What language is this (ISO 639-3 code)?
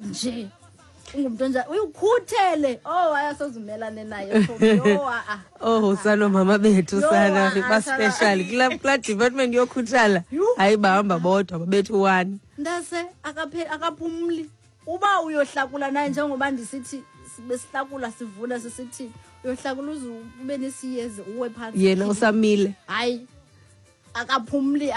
xho